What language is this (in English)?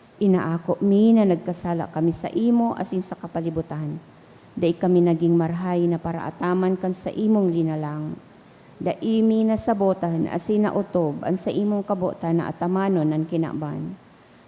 Bikol